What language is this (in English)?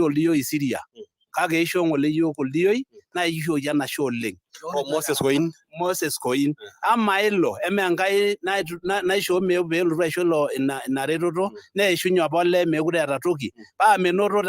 Masai